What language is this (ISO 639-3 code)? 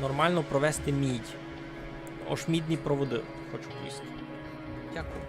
rue